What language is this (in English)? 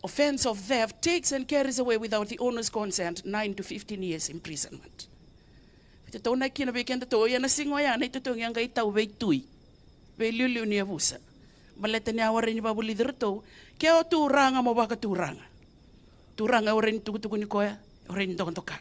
Fijian